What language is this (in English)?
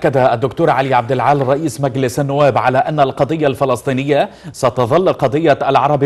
Arabic